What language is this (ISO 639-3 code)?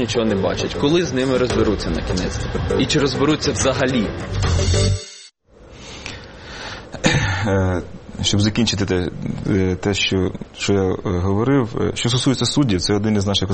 ukr